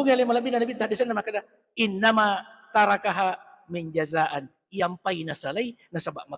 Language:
Buginese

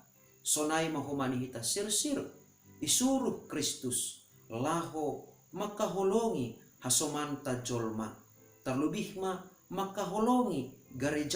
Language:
Batak Simalungun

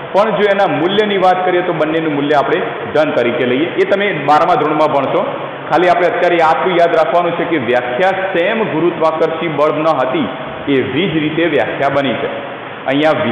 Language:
Gujarati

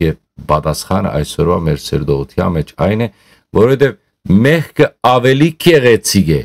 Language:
Western Armenian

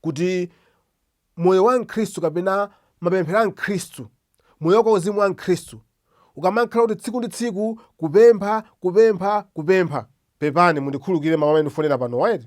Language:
Nyanja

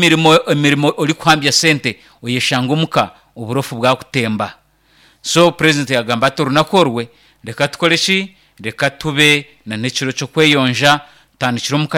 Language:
Nyankole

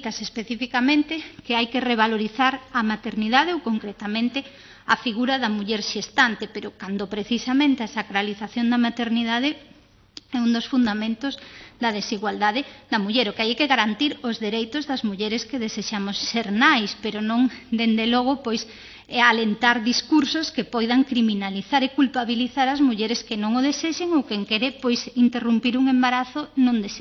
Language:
Galician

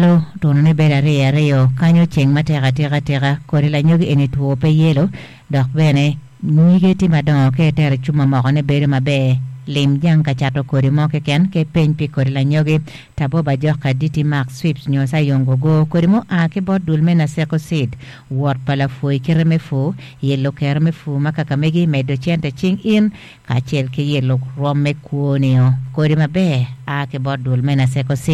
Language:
Acoli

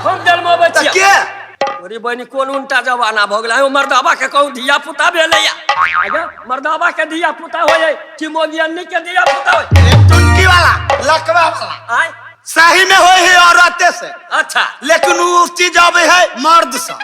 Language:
Maithili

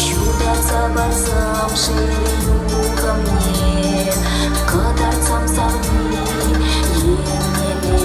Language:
Chuvash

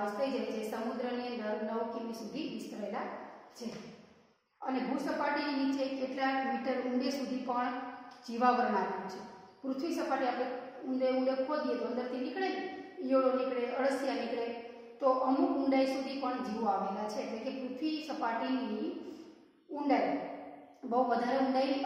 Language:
Gujarati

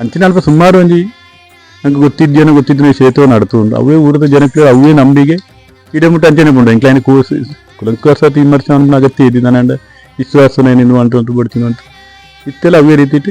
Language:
Tulu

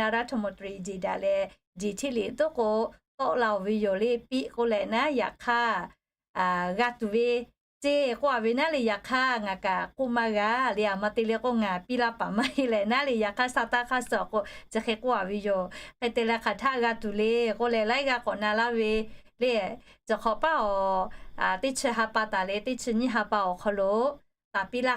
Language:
Lahu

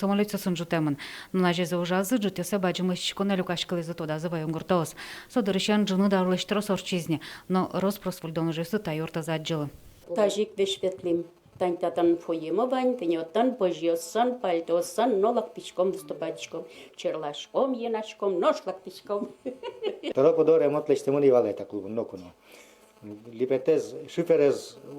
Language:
Udmurt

